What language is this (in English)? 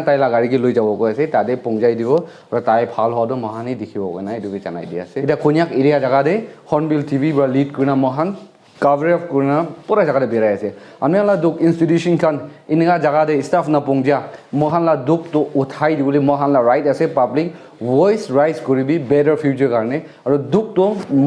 Naga Pidgin